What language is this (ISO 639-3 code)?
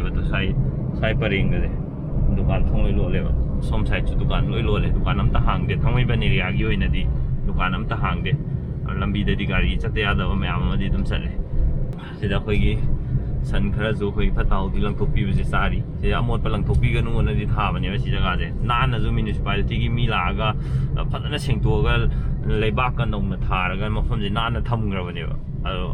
mni